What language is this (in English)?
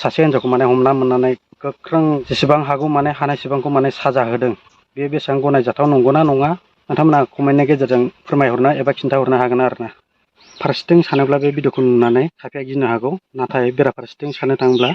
Bodo